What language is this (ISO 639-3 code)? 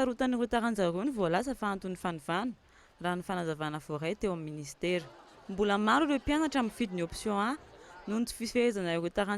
mlg